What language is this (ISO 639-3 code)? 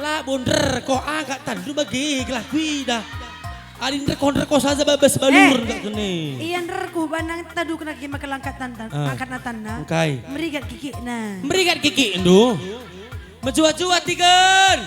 btx